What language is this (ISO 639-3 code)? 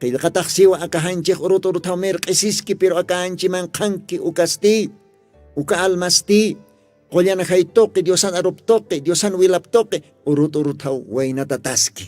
aym